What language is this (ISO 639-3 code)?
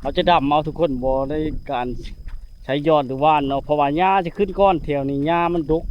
lao